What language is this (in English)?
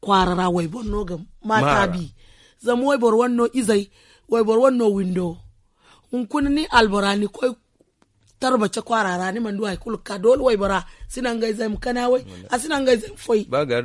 Zarma